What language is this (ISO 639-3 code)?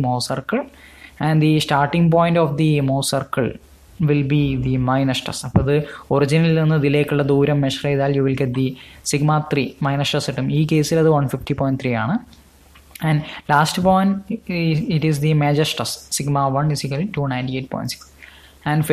mal